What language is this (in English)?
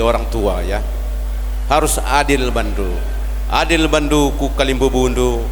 Batak Karo